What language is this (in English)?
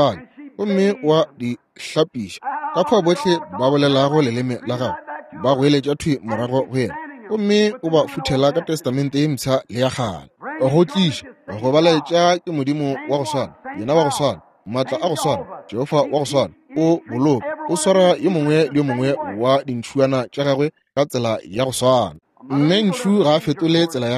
Northern Sotho